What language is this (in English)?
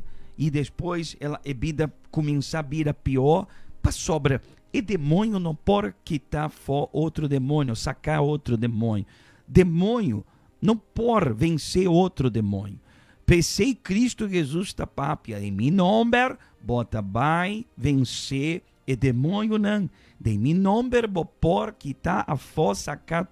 Papiamento